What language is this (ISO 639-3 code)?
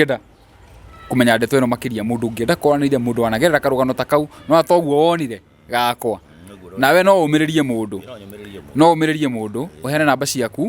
kik